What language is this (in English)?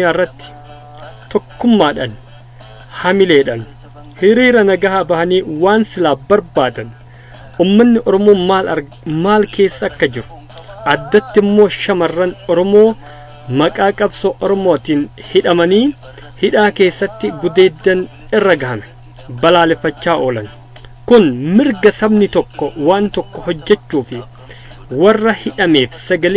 Oromo